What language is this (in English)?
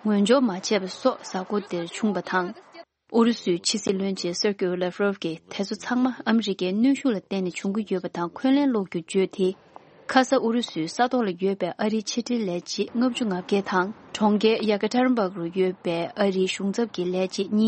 Tibetan